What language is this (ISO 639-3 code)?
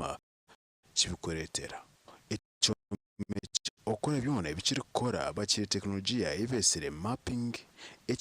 nyn